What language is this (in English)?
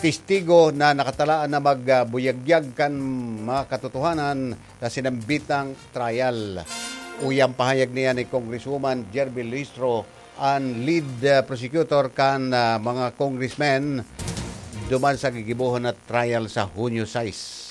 Bikol